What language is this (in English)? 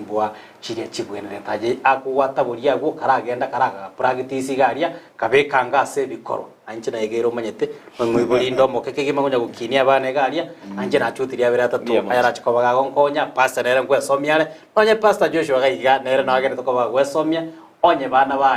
Gusii